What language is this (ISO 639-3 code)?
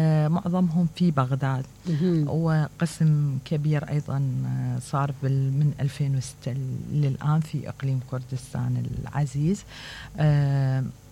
acm